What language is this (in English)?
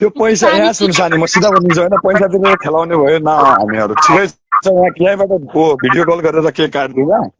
Nepali